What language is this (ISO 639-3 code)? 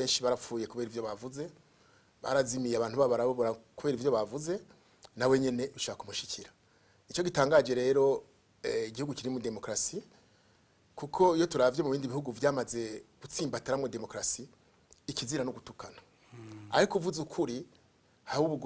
run